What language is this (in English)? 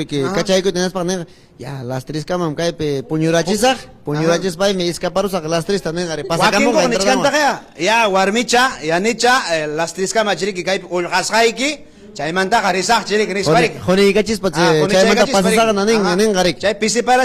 Ayacucho Quechua